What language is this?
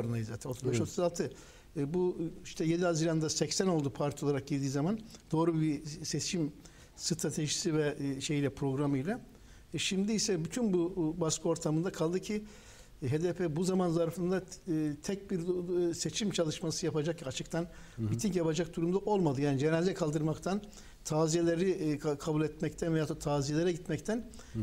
Turkish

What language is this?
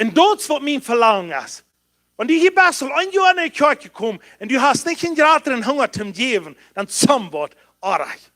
Plautdietsch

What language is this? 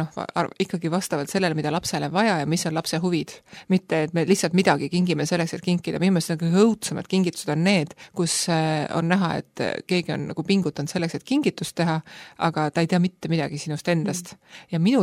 Estonian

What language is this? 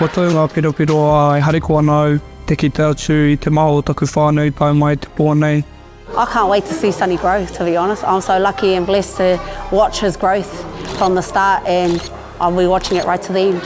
Māori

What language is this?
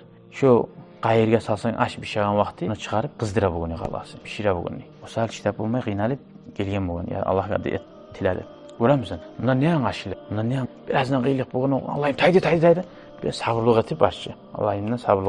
Kumyk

